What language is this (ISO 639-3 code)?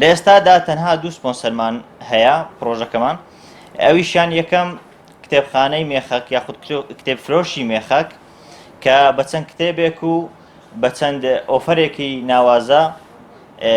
ckb